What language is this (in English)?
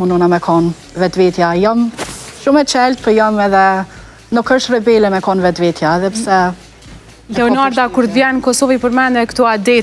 Albanian